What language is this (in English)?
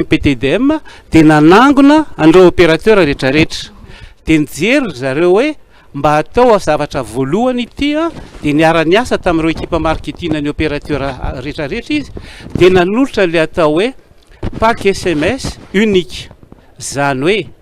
Malagasy